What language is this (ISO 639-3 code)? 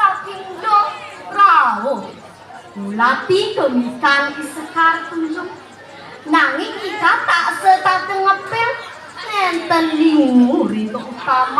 ban